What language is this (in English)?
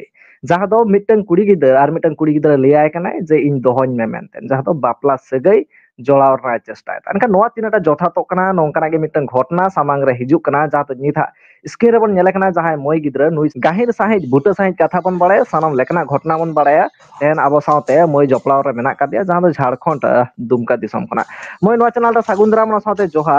Santali